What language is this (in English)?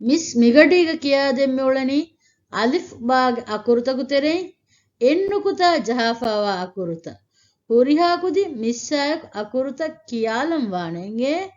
Divehi